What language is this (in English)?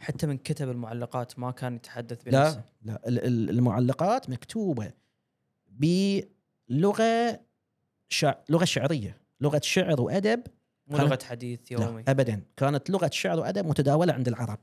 Gulf Arabic